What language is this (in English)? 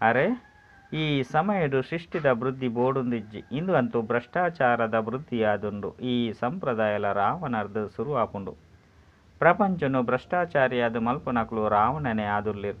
Tulu